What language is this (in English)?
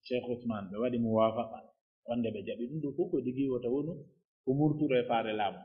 Pular